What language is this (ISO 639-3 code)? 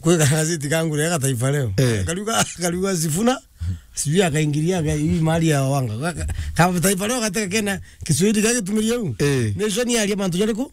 mer